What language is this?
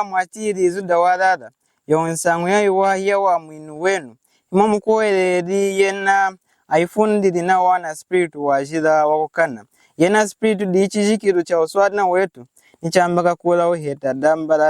Lunda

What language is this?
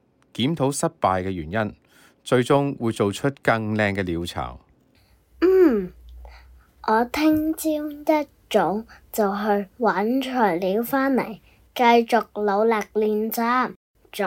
Cantonese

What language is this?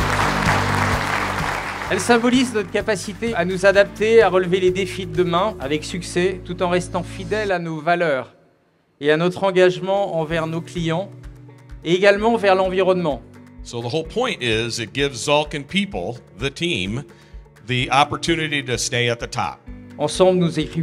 French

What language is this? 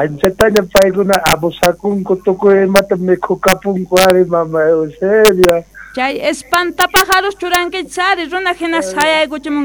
South Bolivian Quechua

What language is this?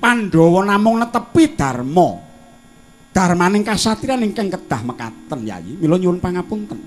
Javanese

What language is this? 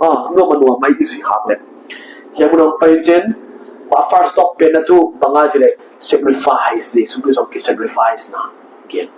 Paite Chin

